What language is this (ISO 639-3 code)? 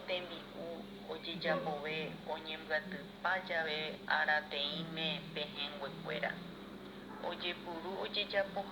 grn